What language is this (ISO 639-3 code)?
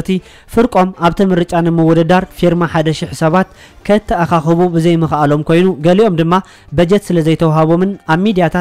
tir